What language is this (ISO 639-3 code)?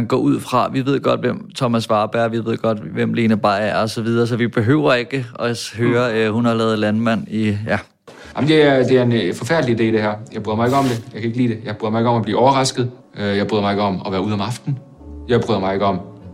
dan